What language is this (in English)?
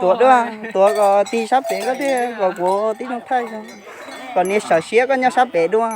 Hmong